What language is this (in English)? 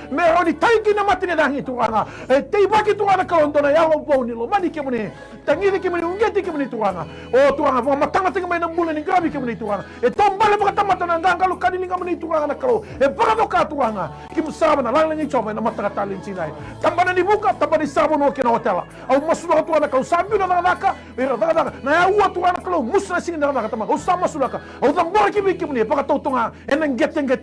Fijian